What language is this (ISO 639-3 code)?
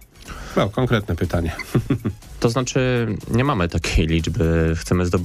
pol